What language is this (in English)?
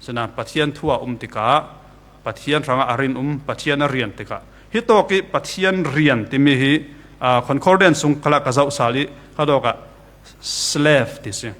Falam Chin